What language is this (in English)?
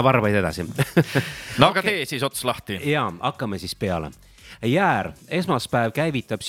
Estonian